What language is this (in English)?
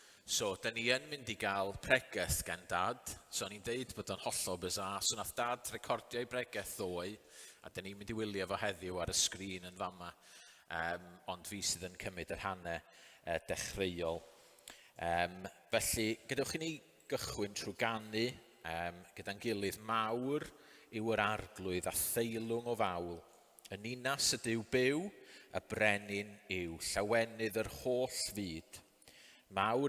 Welsh